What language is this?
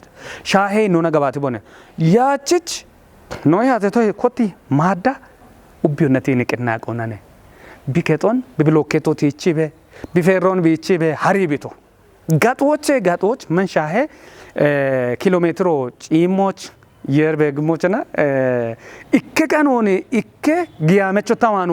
Kafa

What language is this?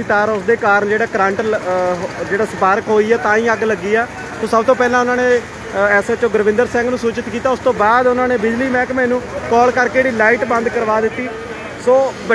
Punjabi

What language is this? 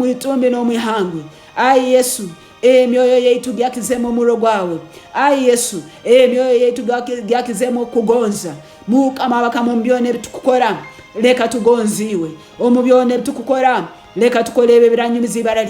Tooro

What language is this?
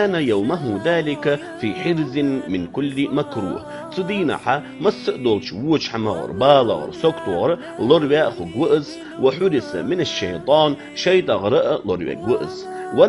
Ingush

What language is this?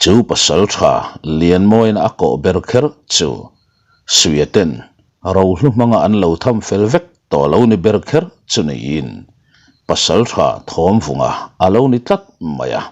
Mizo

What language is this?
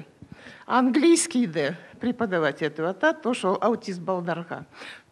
Kyrgyz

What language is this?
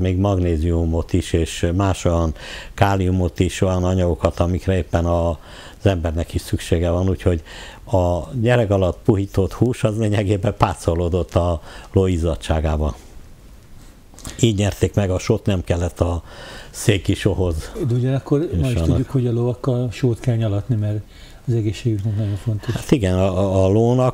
Hungarian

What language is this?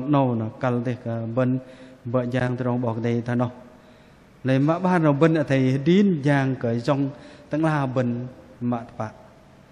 Bahnar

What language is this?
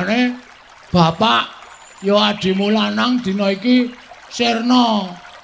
Javanese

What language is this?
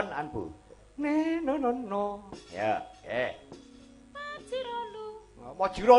Javanese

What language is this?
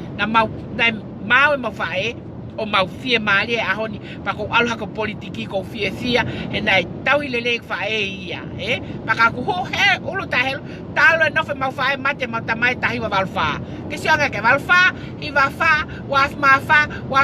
Tongan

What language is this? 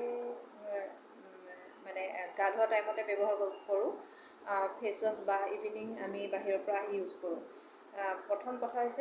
Assamese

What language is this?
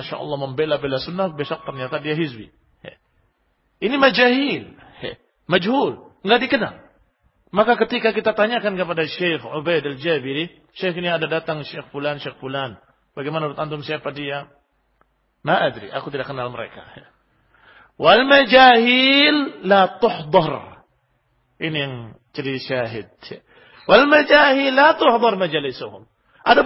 Indonesian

